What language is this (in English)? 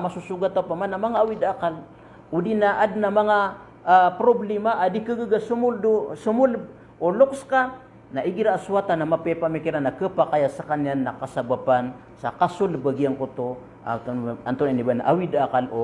Maranao